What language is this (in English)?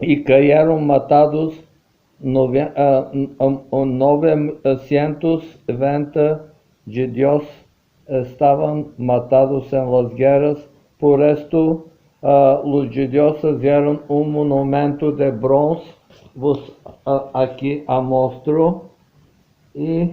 Ladino